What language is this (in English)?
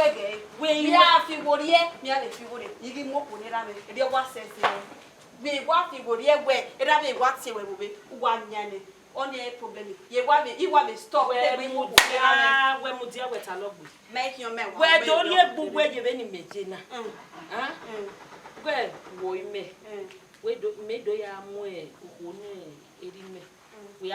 Bini